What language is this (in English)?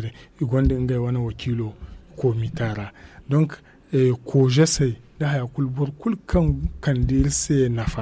Zarma